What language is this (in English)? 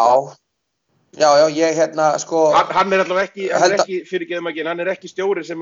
Icelandic